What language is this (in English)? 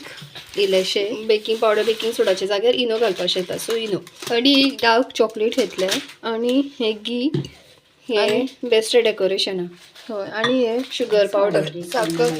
Konkani